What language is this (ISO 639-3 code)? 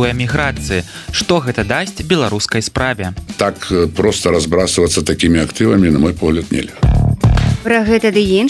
bel